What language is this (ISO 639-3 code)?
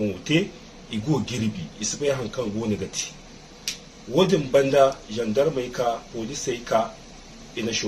hau